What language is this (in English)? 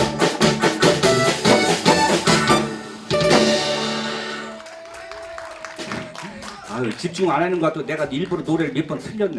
Korean